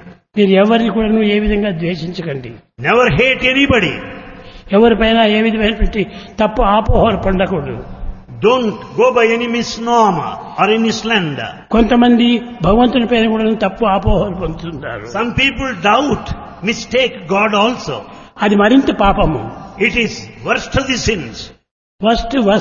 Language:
Telugu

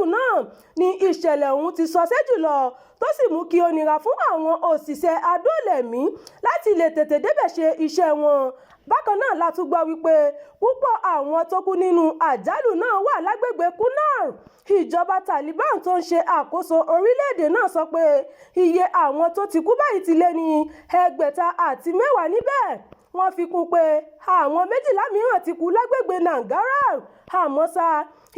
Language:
Yoruba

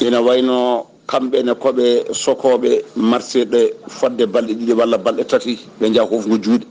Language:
Fula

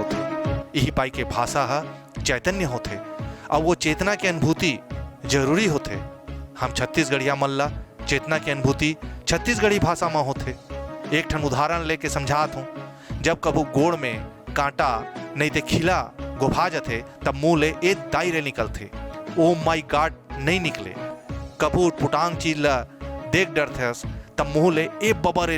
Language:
Chhattisgarhi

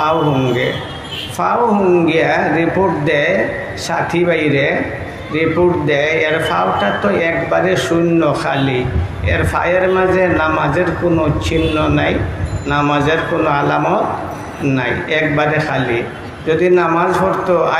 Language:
Sylheti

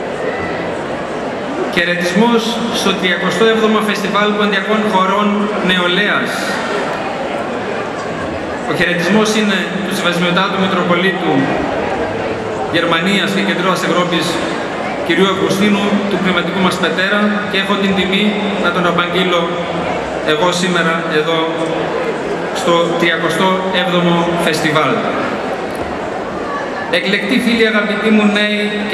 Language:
Greek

